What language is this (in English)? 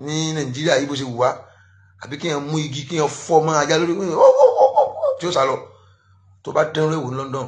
Yoruba